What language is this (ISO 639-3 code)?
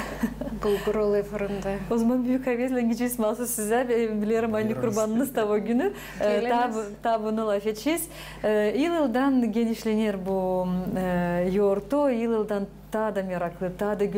gag